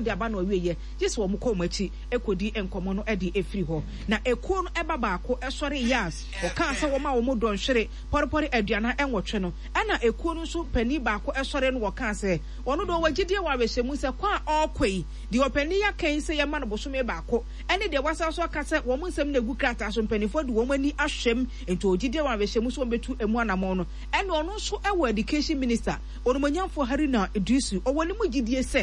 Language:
Akan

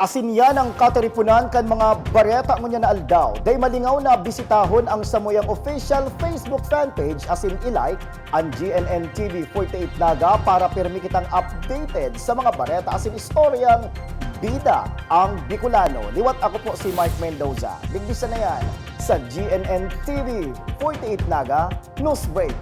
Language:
Bikol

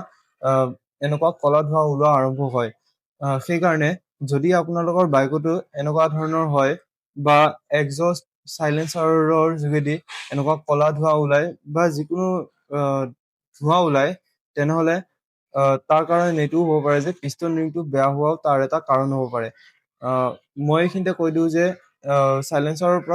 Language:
Assamese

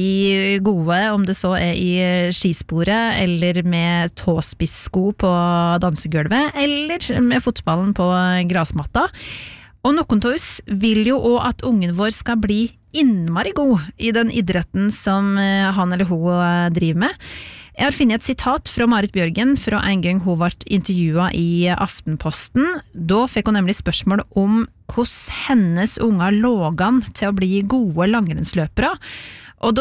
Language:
Norwegian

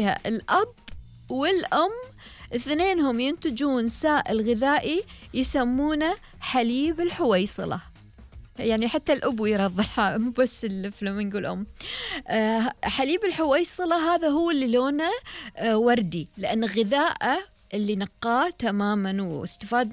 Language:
Gulf Arabic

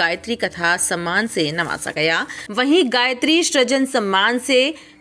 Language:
Hindi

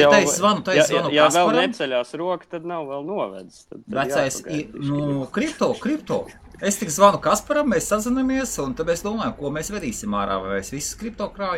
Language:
Latvian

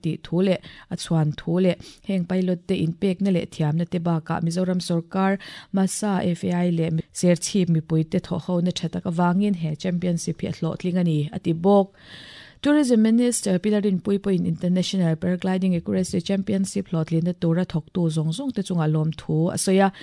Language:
Mizo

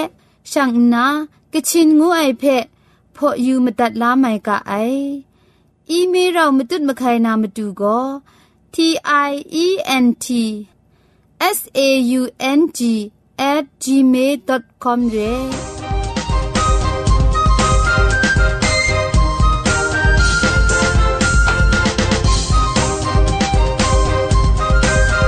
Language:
Thai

